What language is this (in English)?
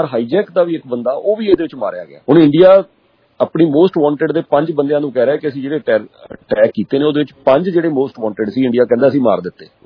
Punjabi